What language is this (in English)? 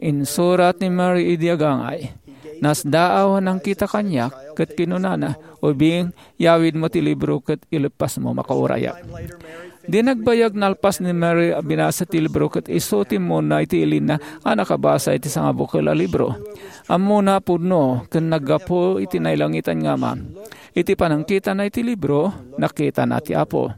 Iloko